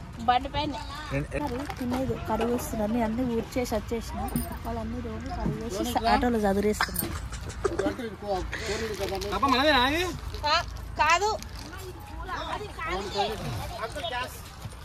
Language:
Telugu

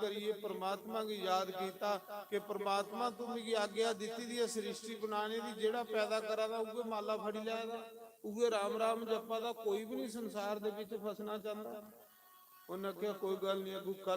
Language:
Dogri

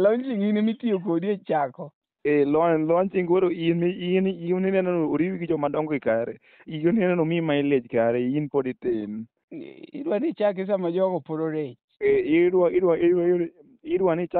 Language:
Luo (Kenya and Tanzania)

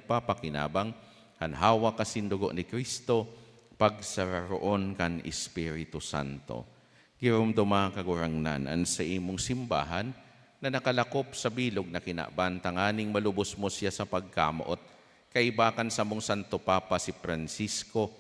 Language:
Bikol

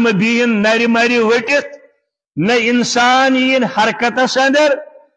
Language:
Kashmiri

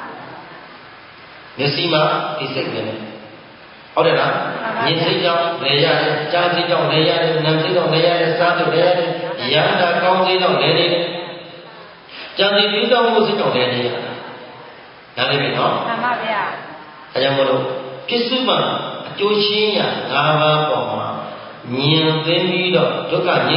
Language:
Burmese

